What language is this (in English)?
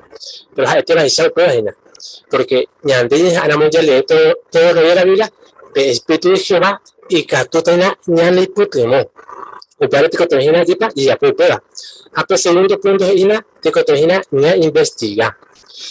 Guarani